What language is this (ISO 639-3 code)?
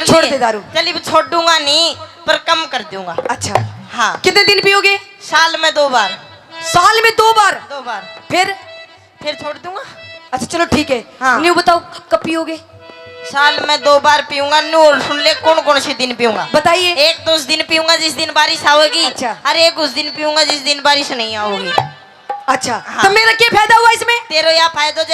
bgc